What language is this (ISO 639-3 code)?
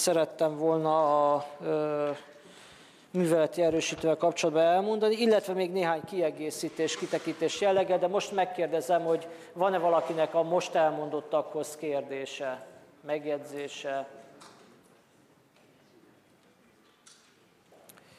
hun